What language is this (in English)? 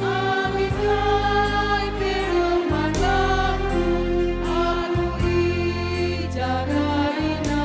Batak Karo